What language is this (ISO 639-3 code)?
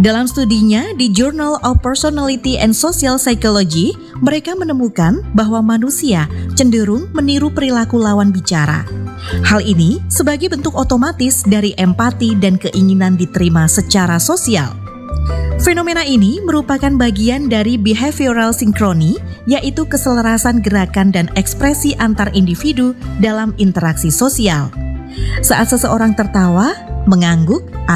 ind